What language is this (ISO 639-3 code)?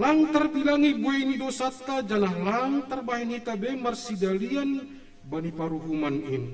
bts